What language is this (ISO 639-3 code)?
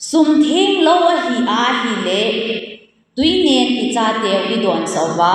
tcz